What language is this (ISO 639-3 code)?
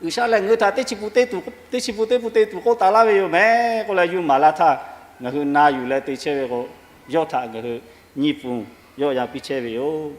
lhu